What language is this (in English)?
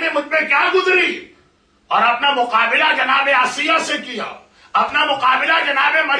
Urdu